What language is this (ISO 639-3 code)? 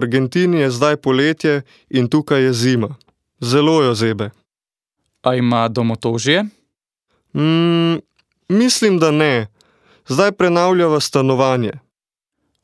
slv